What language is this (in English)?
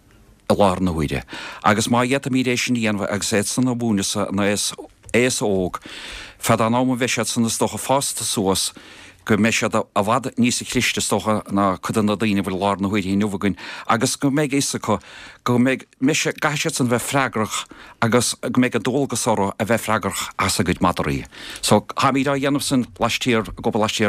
Irish